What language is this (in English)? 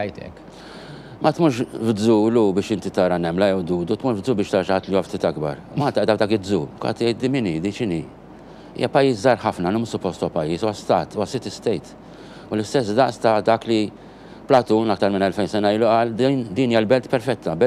Maltese